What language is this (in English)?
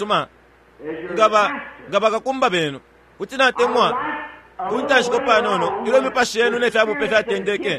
Bemba